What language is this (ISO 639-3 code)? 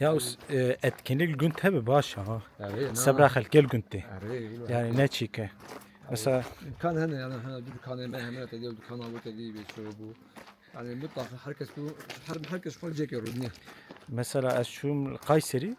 kur